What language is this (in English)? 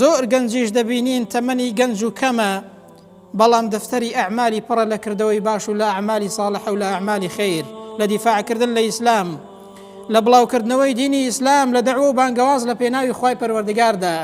Central Kurdish